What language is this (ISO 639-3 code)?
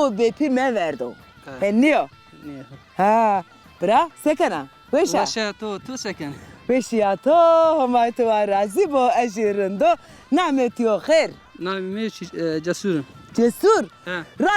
zza